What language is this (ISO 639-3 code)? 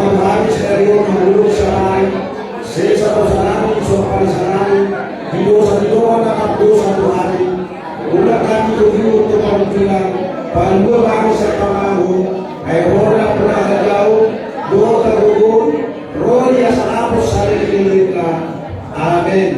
bbc